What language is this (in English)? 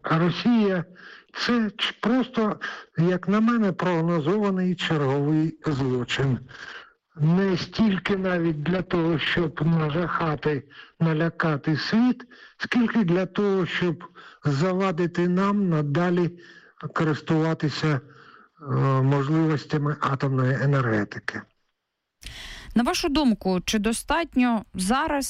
Ukrainian